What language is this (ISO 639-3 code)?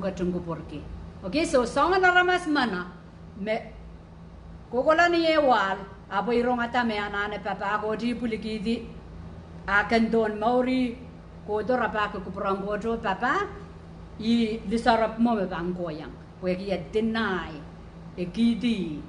pon